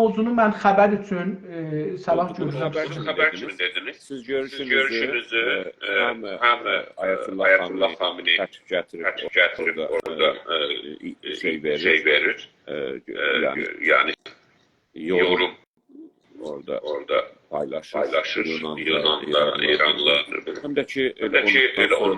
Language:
South Azerbaijani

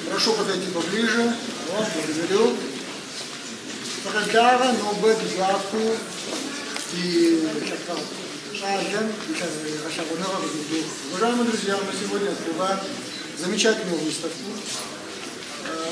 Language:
Russian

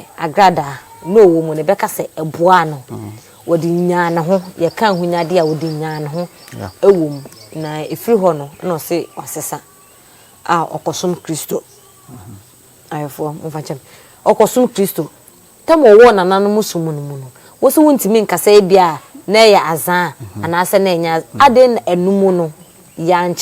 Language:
Akan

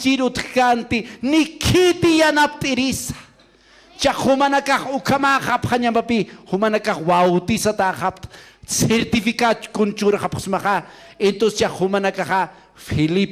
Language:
Aymara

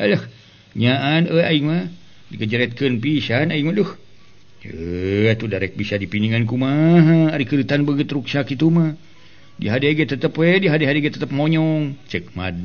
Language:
Sundanese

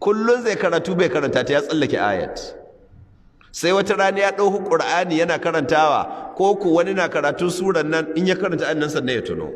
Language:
Hausa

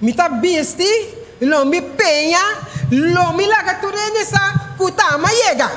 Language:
Papiamento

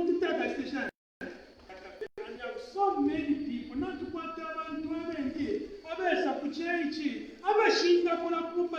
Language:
Bemba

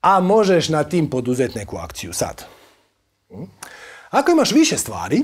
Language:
Croatian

